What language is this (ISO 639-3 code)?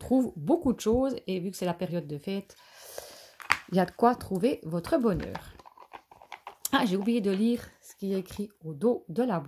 fra